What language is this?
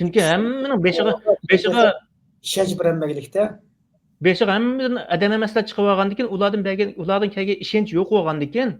Uyghur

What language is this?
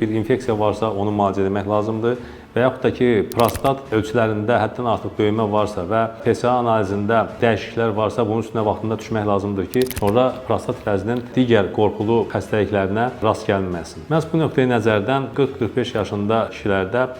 Azerbaijani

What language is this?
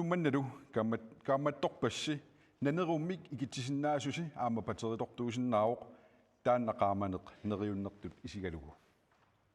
Kalaallisut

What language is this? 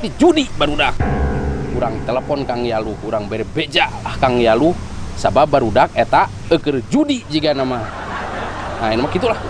Sundanese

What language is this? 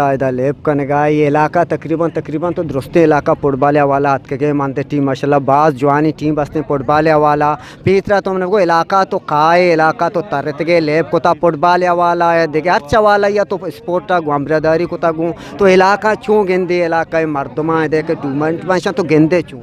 Eastern Balochi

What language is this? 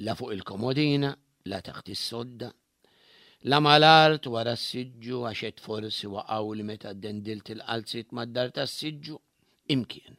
Maltese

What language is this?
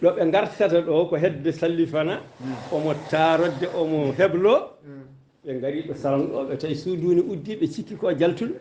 Fula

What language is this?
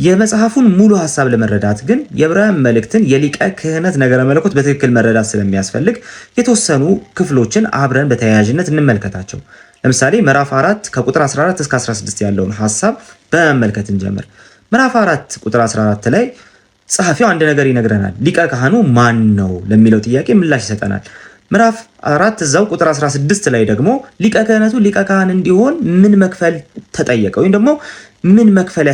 Amharic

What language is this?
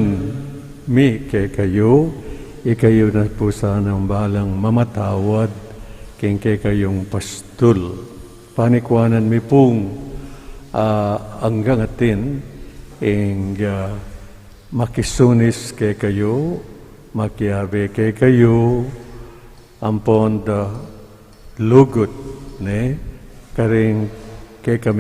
Pampanga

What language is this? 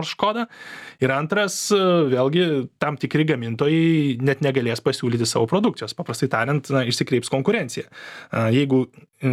Lithuanian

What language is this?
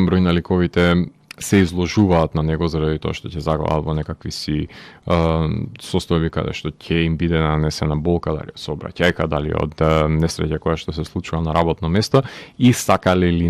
Macedonian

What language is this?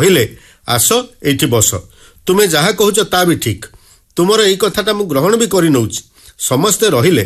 Odia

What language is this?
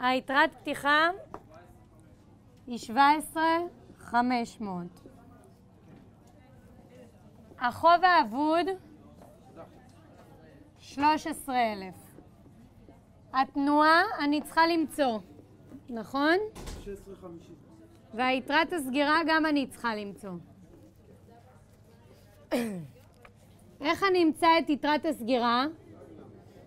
Hebrew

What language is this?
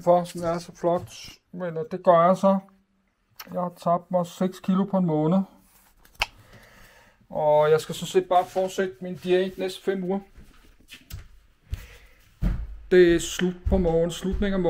Danish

